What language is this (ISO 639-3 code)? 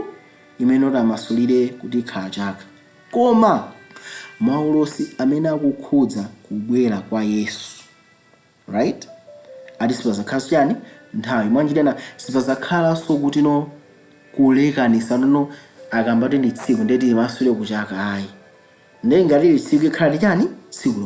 nya